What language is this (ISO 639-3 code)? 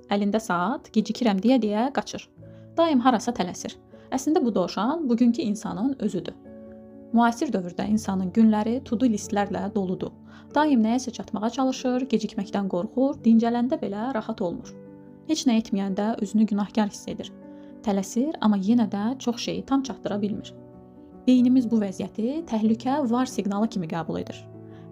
aze